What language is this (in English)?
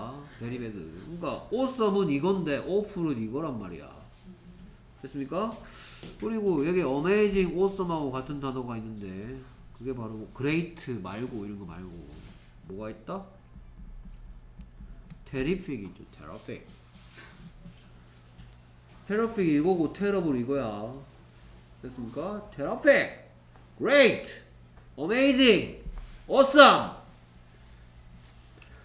Korean